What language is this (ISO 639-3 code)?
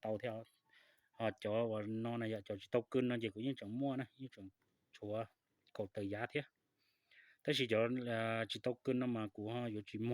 hmn